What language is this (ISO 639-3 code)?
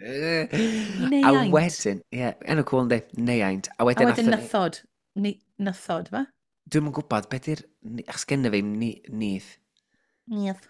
cym